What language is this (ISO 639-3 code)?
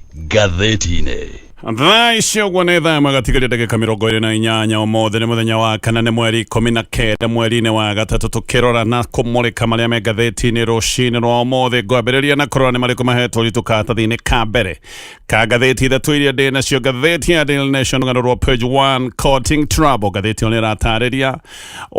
kik